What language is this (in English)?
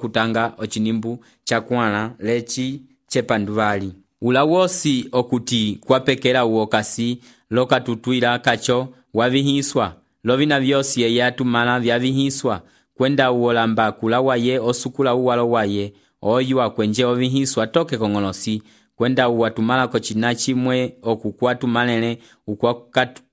Umbundu